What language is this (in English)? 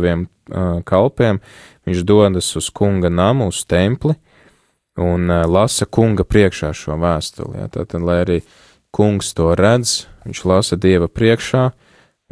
Latvian